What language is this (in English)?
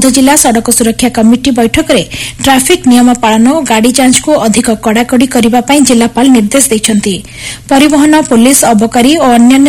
Odia